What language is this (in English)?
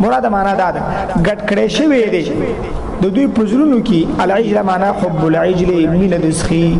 Pashto